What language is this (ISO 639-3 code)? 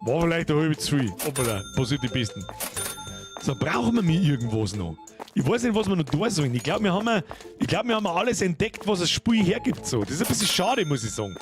bar